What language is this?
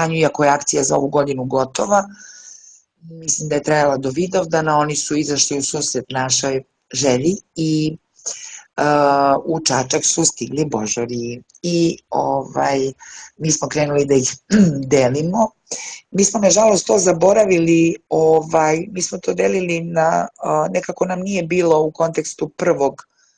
Serbian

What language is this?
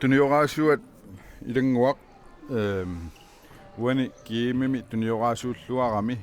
Kalaallisut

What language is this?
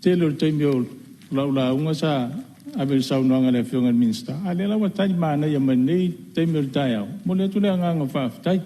Samoan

